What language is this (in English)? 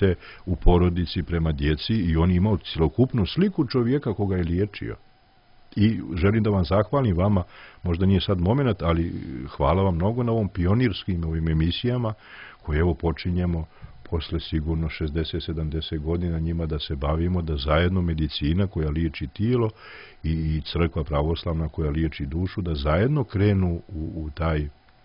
Serbian